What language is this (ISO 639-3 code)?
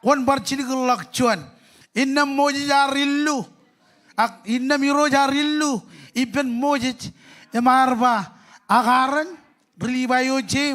mah